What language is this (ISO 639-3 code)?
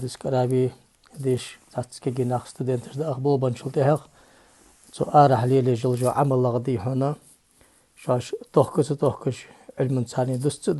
inh